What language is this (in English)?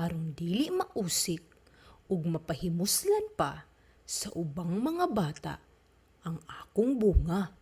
Cebuano